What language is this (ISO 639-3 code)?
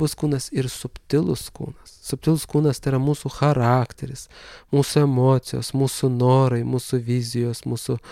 lit